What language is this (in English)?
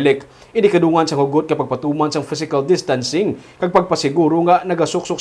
Hiligaynon